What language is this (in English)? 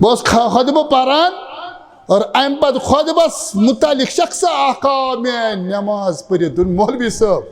Kashmiri